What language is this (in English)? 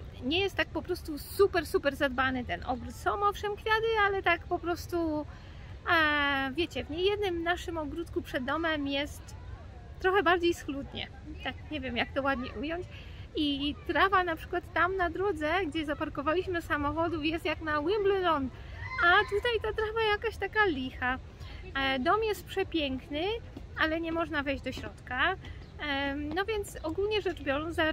Polish